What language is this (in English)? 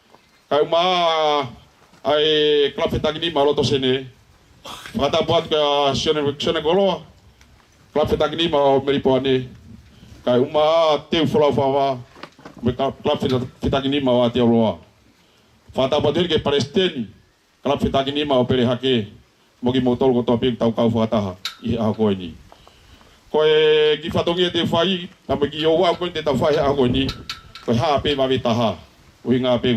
Tongan